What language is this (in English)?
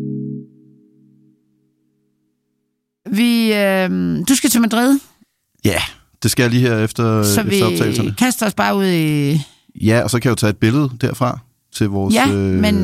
Danish